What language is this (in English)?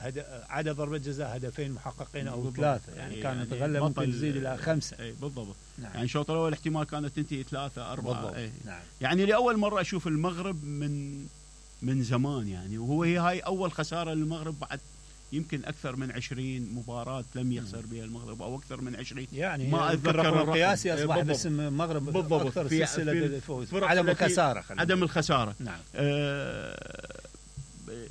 Mesopotamian Arabic